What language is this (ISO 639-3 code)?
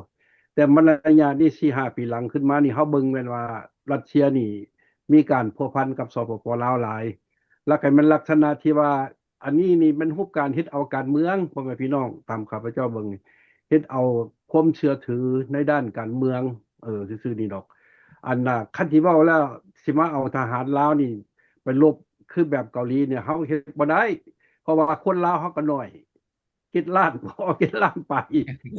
lao